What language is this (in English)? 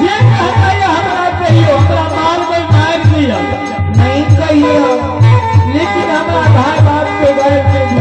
Maithili